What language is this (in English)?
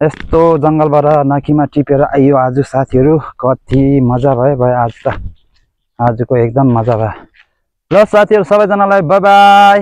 Nepali